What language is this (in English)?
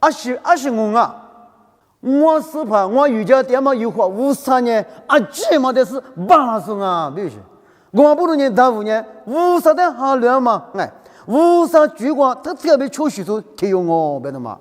Lisu